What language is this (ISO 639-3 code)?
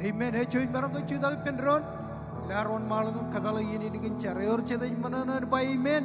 mah